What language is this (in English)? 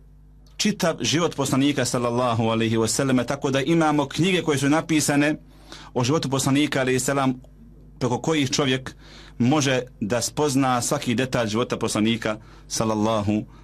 Bosnian